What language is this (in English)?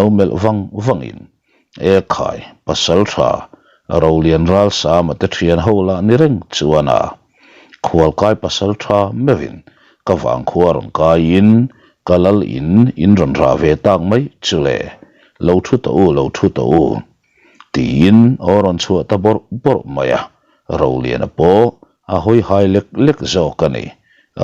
Mizo